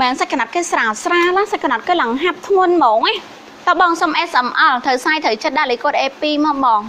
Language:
Khmer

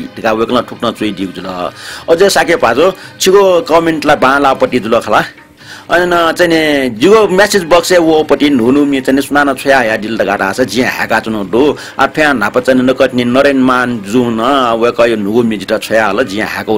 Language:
Newari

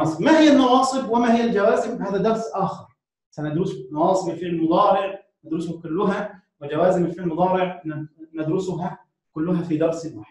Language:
Arabic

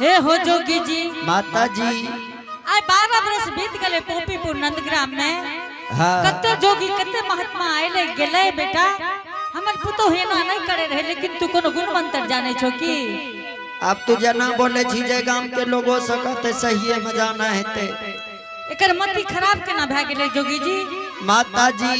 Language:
Angika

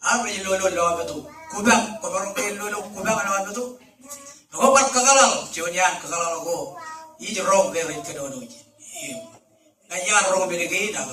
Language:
Marshallese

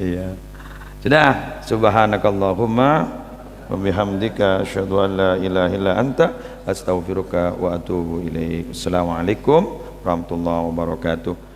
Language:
Madurese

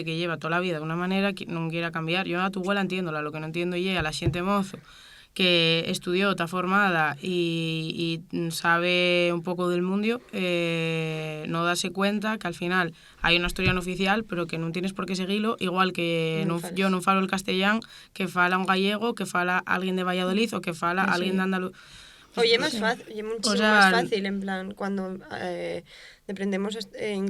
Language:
Asturian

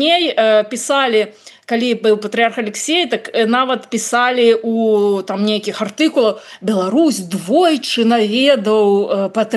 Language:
Belarusian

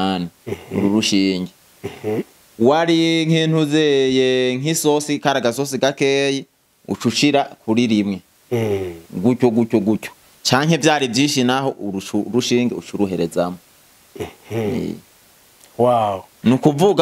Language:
Rundi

